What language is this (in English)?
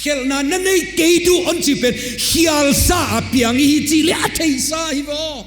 Paite Chin